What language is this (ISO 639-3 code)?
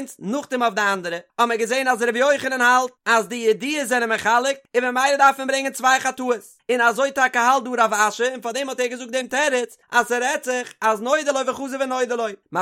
yid